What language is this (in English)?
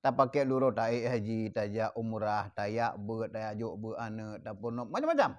Achinese